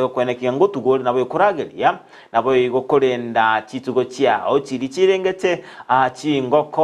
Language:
Gusii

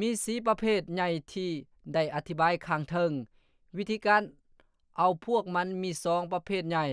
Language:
Lao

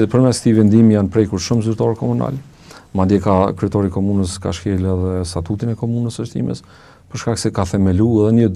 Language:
Albanian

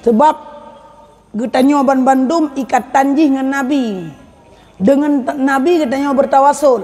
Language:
Achinese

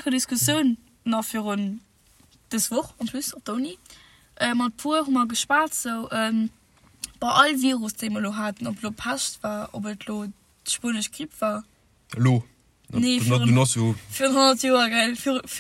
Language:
Luxembourgish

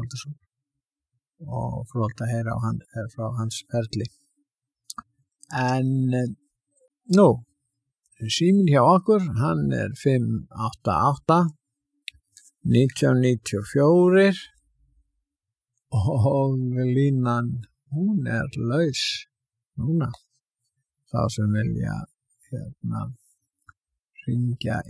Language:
Icelandic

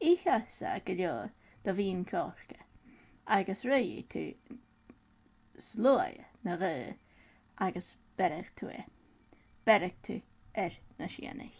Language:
Scottish Gaelic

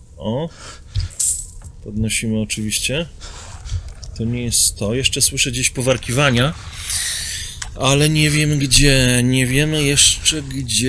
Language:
Polish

